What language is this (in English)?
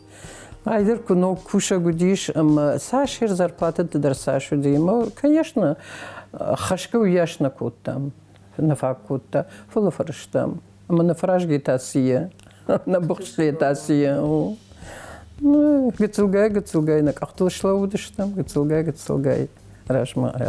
Ossetic